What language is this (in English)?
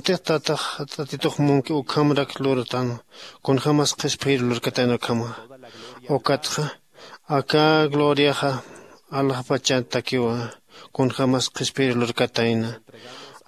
Aymara